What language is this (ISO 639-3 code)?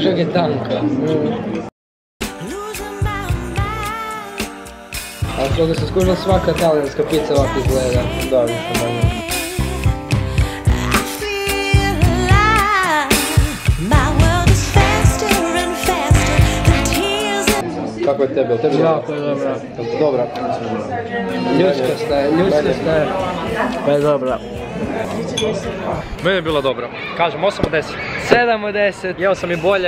hrv